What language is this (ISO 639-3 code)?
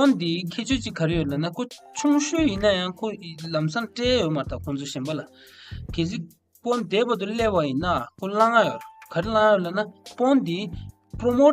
bod